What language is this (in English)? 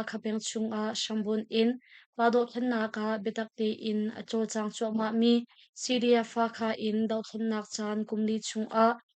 Hakha Chin